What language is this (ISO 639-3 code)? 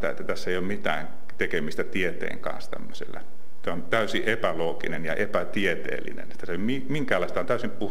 fin